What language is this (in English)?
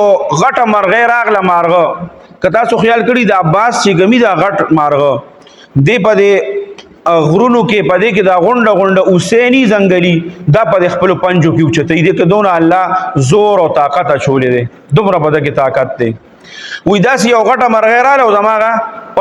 Pashto